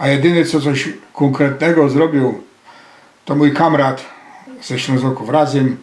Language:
Silesian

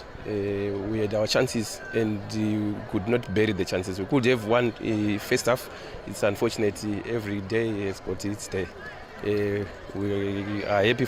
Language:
Tswana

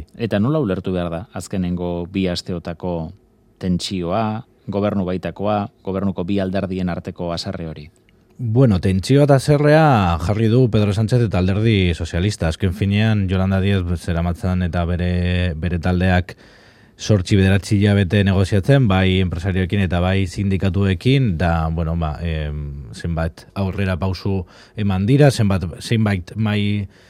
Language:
Basque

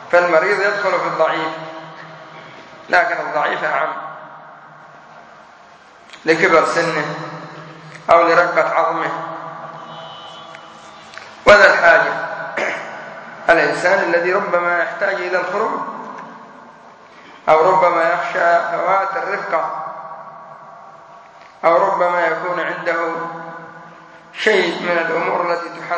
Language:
Arabic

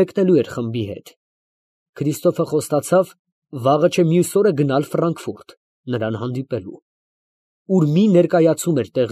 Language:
Armenian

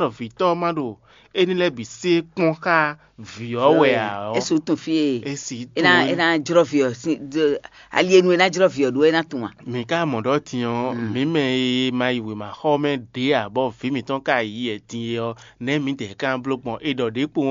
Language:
Fon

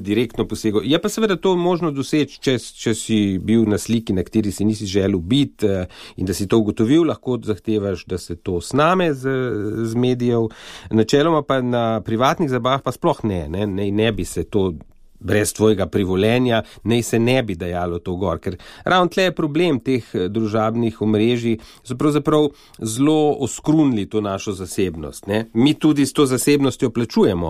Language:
Slovenian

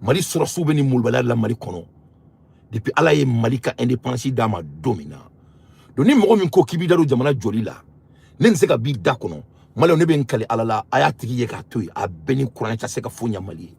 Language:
Bambara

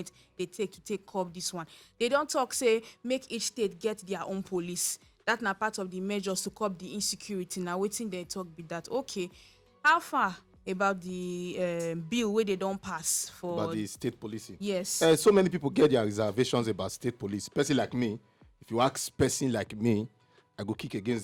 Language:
Nigerian Pidgin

